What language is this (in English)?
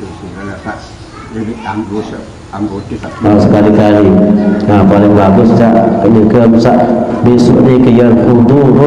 Sasak